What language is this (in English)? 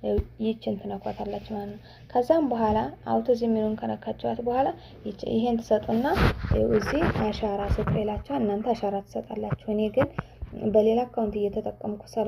Amharic